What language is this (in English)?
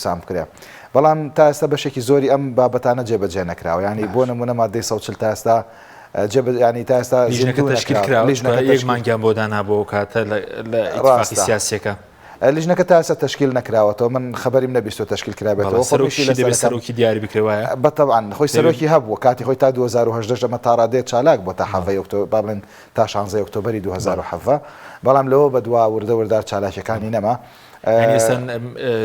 Central Kurdish